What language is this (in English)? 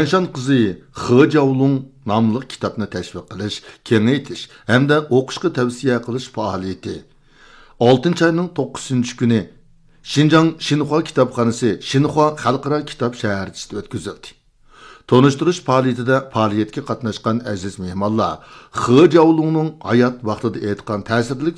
Uyghur